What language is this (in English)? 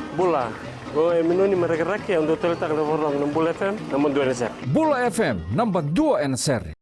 Fijian